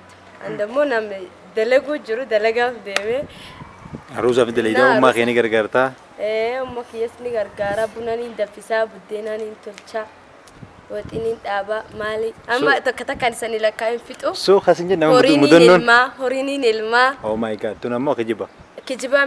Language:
Oromo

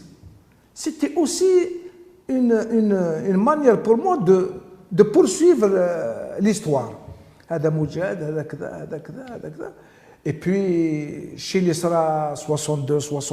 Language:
Algerian Arabic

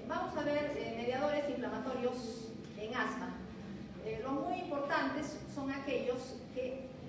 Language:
Spanish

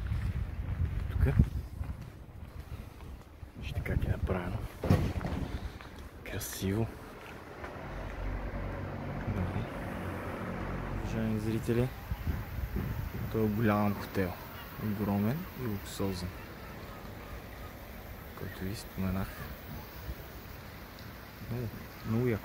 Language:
Bulgarian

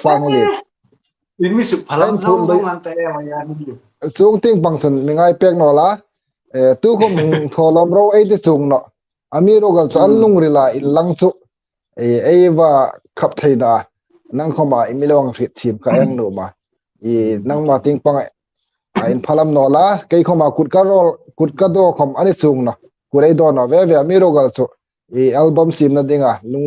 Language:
Hmar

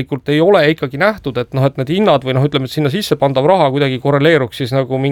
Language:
Estonian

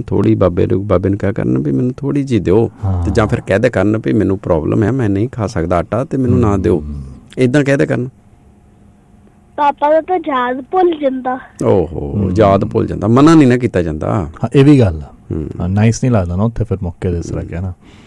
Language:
Punjabi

